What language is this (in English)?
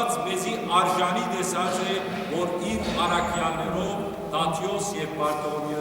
Western Armenian